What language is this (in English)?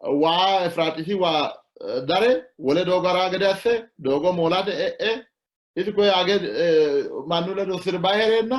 Sidamo